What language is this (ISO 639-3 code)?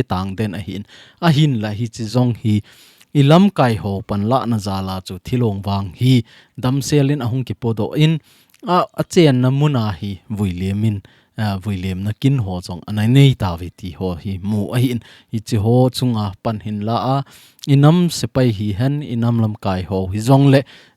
tcz